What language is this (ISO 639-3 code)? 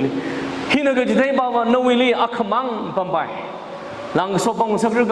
nmf